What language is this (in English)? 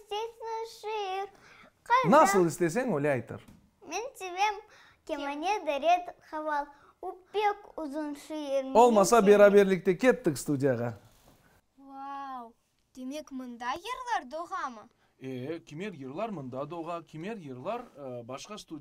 Crimean Tatar